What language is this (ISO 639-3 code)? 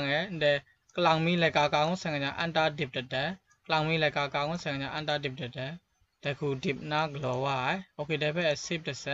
kac